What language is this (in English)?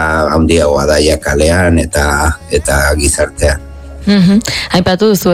Basque